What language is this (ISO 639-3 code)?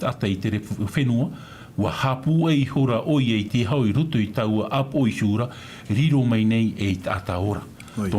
tah